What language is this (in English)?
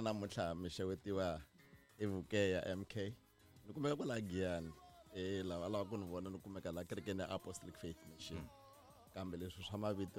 Tsonga